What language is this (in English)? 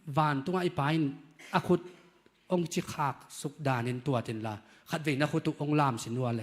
Tedim Chin